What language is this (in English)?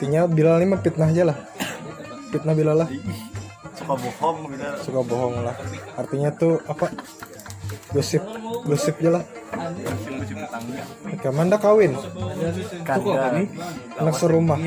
Banjar